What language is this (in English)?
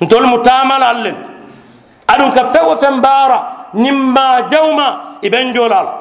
Mandingo